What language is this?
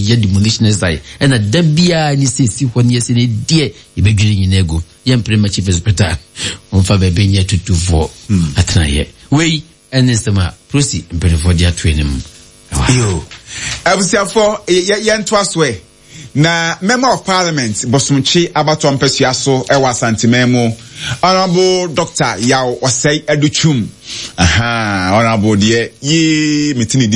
Akan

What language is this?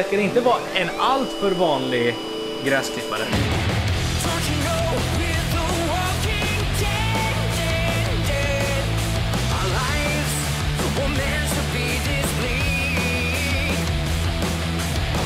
Swedish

